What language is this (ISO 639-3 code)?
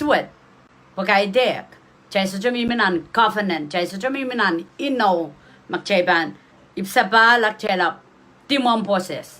pon